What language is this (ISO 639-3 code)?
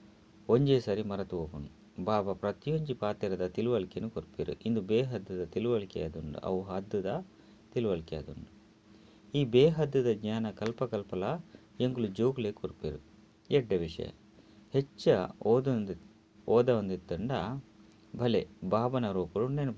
tcy